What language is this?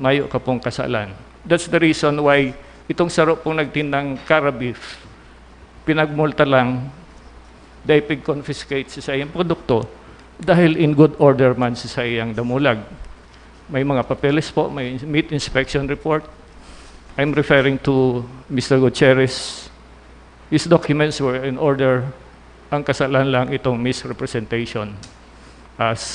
Bikol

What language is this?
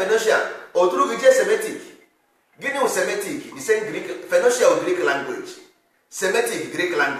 Igbo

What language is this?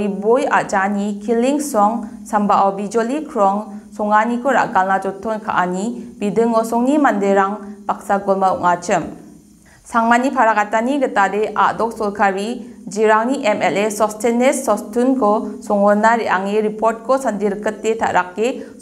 Garo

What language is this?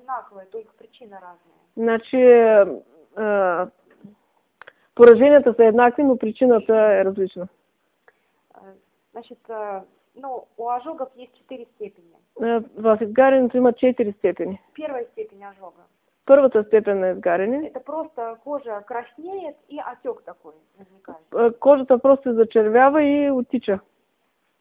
Bulgarian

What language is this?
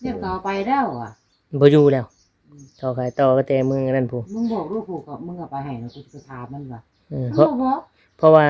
Northeastern Thai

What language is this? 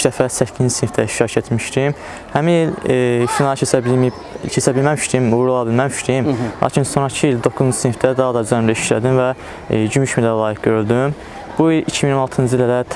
Azerbaijani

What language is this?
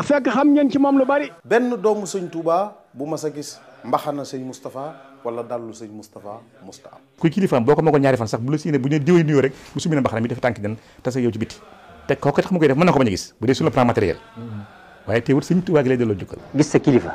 Wolof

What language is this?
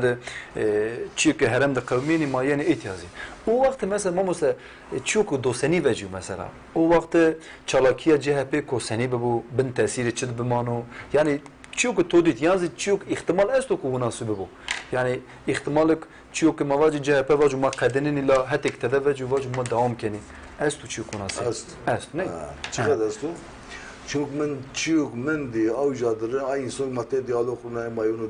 Zaza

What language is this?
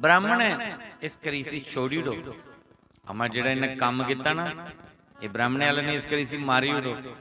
Dogri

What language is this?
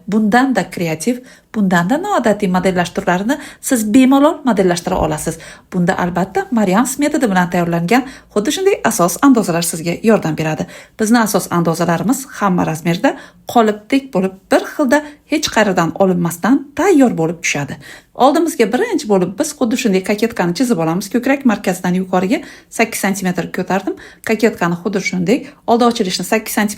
Uzbek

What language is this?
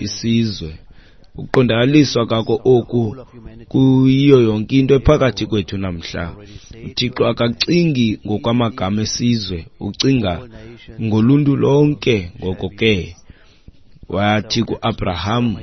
Xhosa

